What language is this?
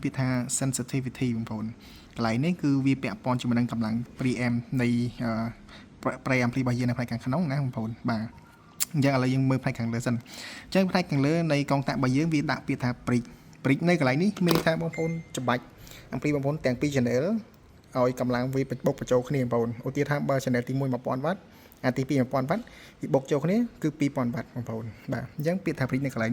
Khmer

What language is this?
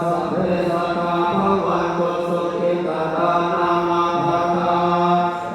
Pali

